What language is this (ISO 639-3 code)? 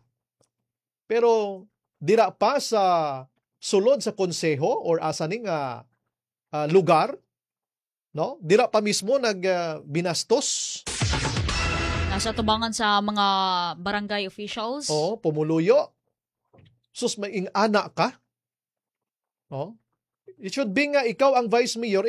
ceb